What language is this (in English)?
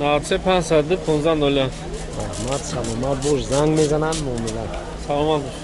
Tajik